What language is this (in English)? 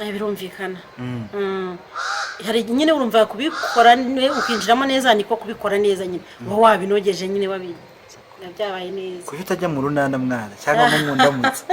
Kinyarwanda